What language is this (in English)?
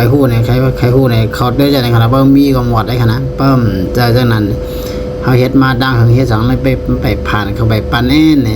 Shan